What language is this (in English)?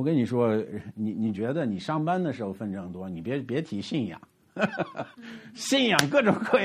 Chinese